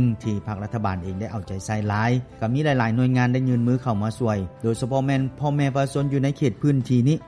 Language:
Lao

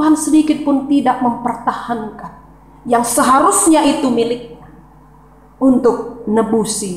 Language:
Batak Karo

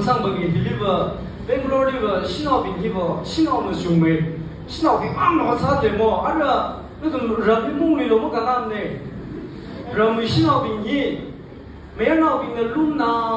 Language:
Tangkhul Naga (India)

